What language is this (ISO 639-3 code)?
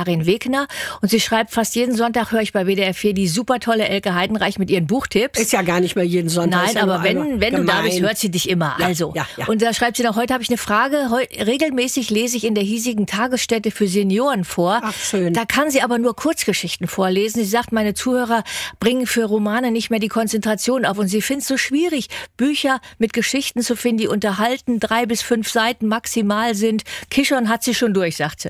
deu